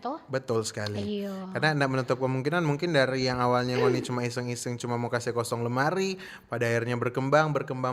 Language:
Manado Malay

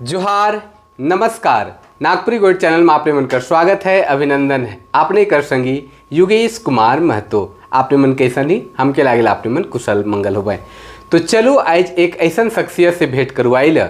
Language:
Sadri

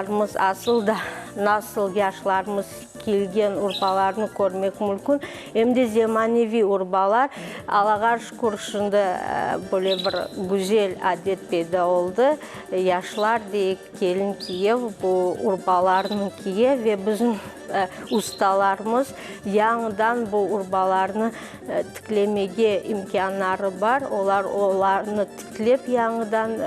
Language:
Crimean Tatar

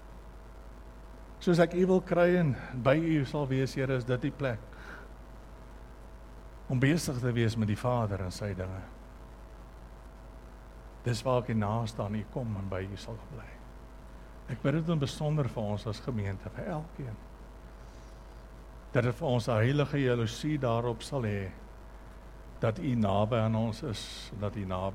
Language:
Afrikaans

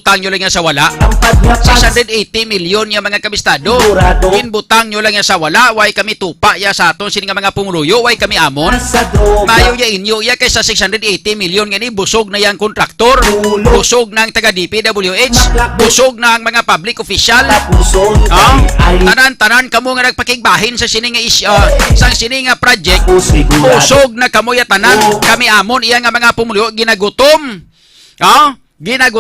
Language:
Hiligaynon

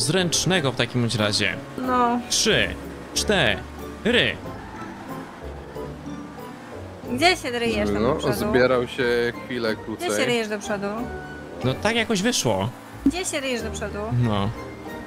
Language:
Polish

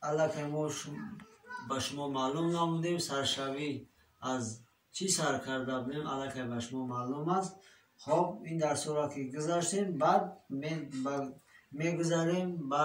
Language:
Tajik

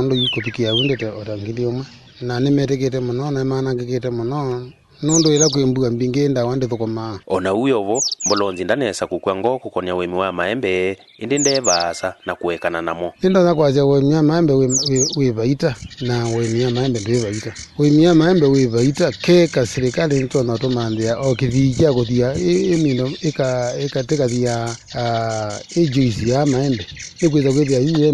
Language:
Kamba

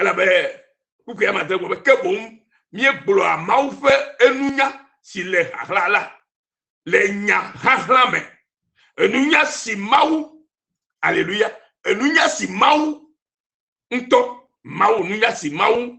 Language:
Ewe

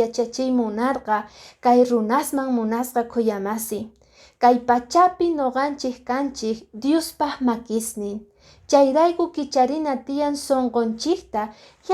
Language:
Quechua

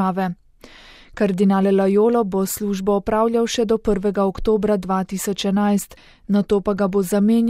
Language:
Slovenian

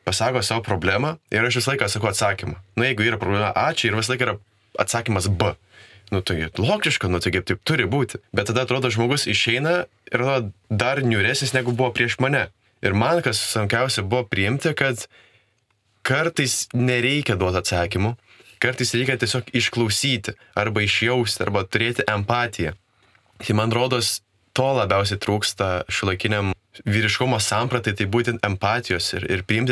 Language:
Lithuanian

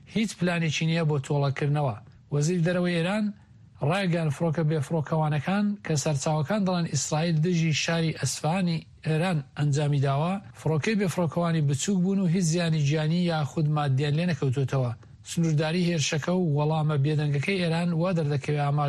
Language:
Central Kurdish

